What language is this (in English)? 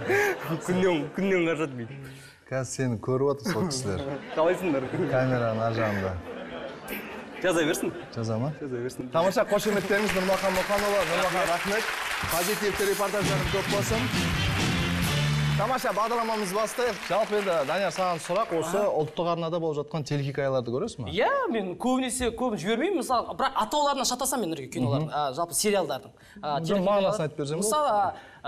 Kazakh